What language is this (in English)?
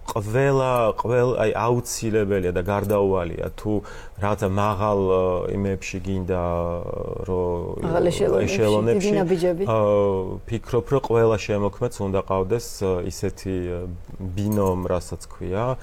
Georgian